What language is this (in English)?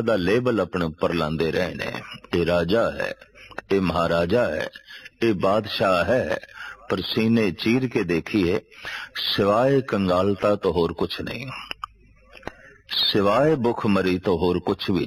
Punjabi